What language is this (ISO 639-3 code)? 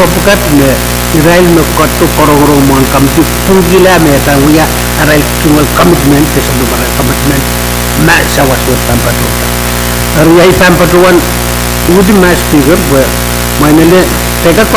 pon